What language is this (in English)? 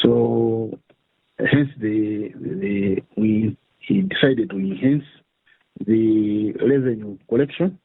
English